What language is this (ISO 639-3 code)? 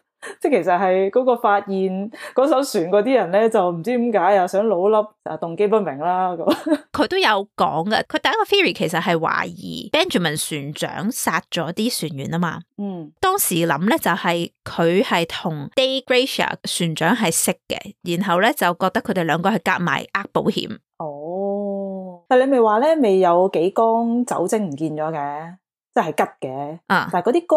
yue